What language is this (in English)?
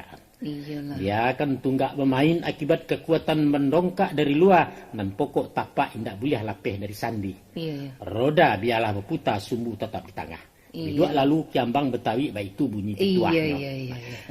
Minangkabau